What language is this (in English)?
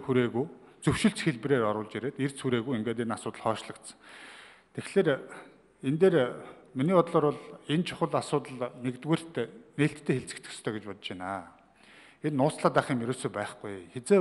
Mongolian